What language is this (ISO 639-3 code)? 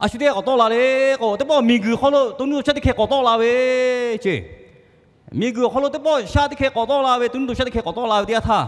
lhu